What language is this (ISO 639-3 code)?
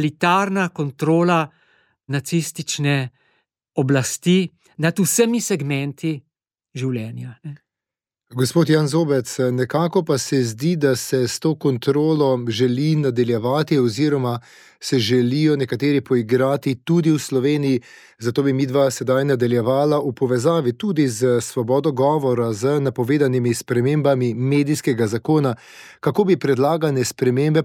slv